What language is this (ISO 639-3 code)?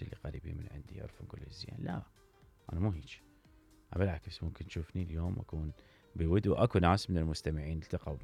acm